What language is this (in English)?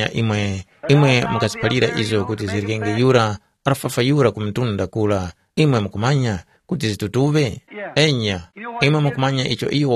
Tumbuka